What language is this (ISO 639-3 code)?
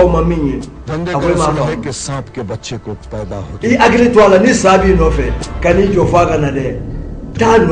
bam